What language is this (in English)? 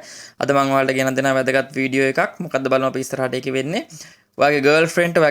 Sinhala